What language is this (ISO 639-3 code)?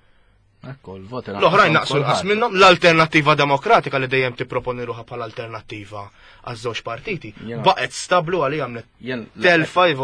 mlt